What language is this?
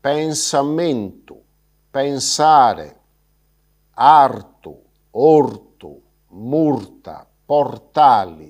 Sardinian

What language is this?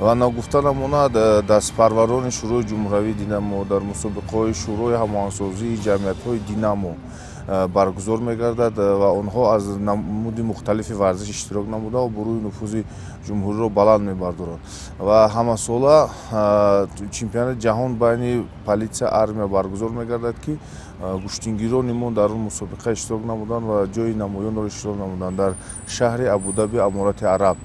Tajik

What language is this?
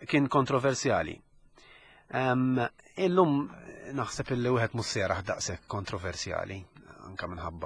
Maltese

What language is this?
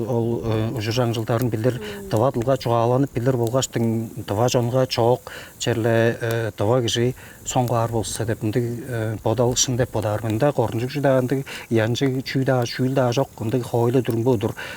Tuvinian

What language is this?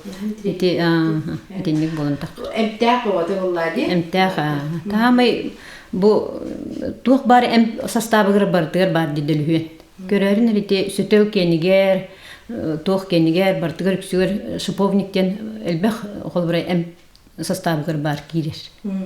Yakut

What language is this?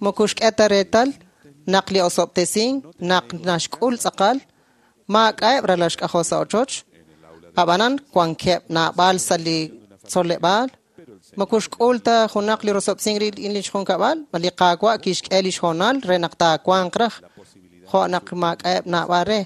Kekchí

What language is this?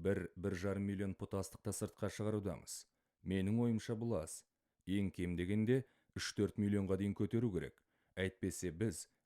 Kazakh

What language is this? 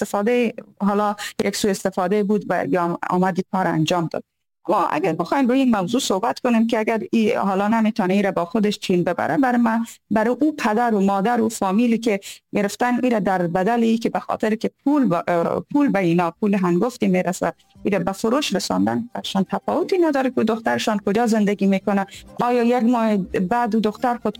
Persian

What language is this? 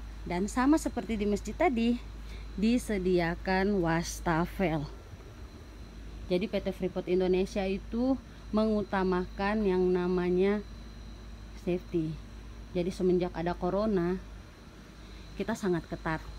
Indonesian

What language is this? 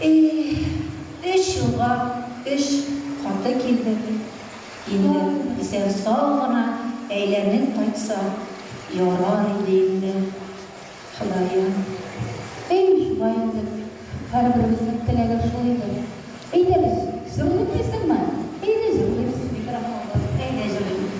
Tatar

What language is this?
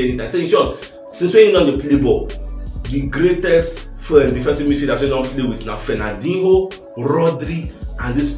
Nigerian Pidgin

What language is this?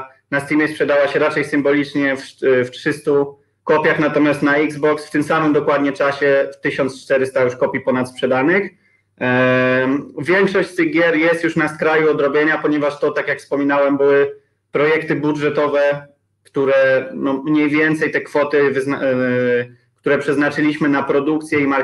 Polish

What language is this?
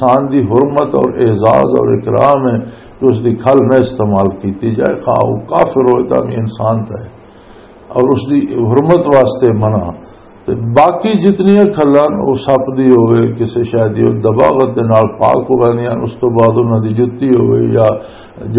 Western Panjabi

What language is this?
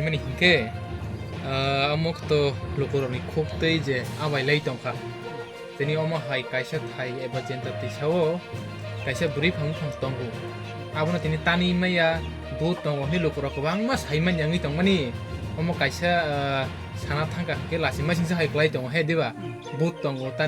Kok Borok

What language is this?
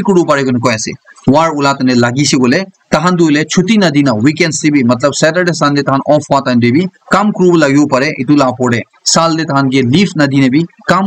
Naga Pidgin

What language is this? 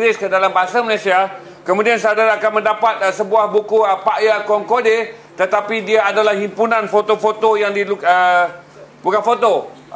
Malay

